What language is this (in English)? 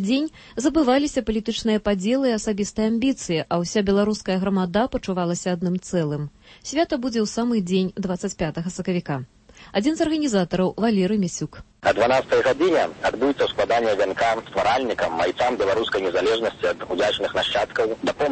Belarusian